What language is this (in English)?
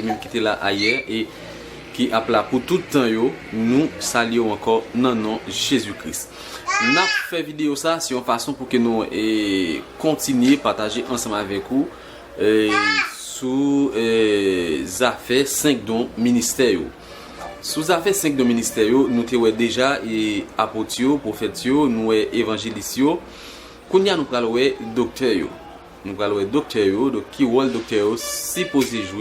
Haitian Creole